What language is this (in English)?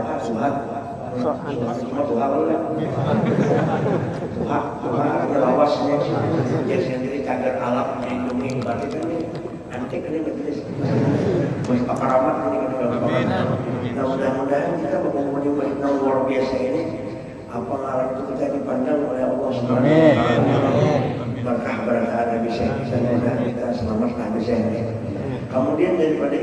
Banjar